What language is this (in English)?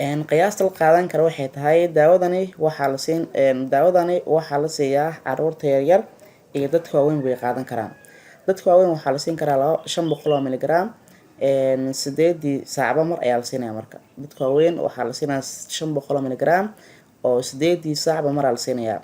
Somali